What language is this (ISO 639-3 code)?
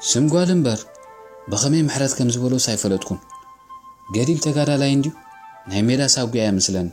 tir